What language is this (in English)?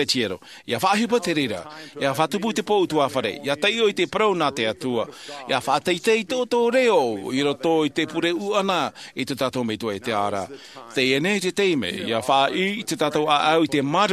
Tahitian